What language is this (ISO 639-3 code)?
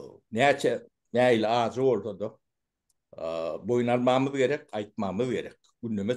tuk